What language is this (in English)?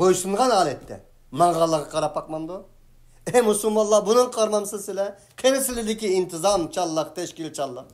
Uyghur